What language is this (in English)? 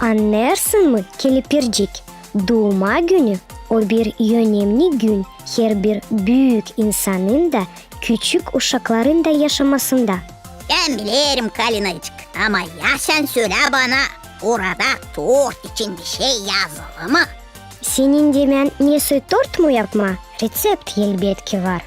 Gagauz